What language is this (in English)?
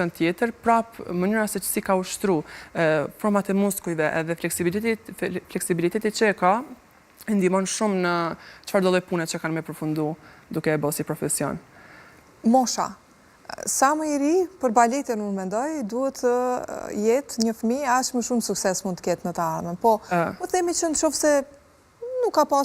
Albanian